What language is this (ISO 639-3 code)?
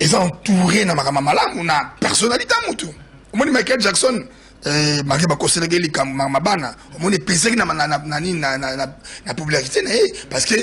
lin